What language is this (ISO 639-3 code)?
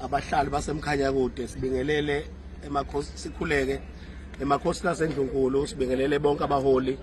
zul